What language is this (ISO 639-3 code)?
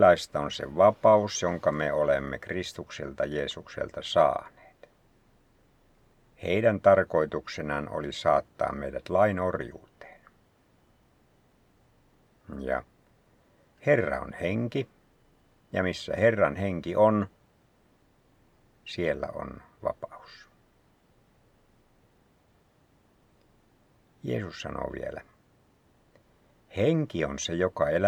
fin